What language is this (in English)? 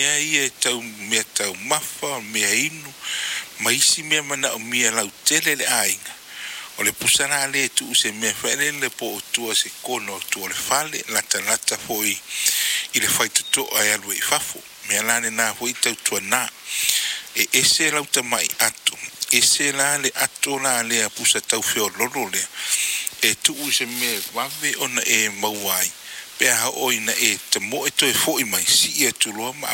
Samoan